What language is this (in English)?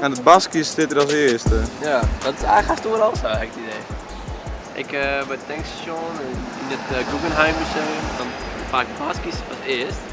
Western Frisian